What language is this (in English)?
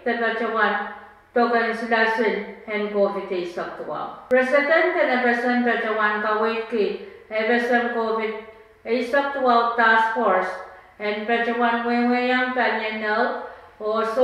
Pohnpeian